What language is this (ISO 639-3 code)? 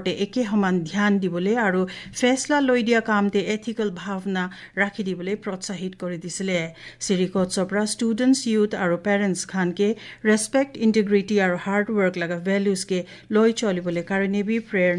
asm